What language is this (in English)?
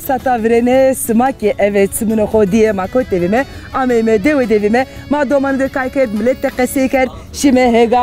Zaza